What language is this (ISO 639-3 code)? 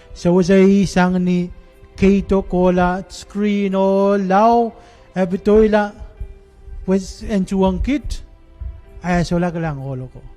pon